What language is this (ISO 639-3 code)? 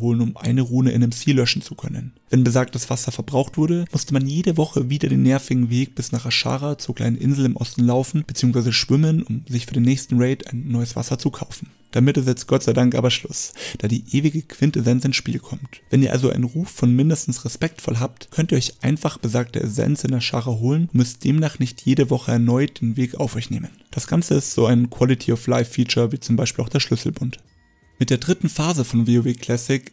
deu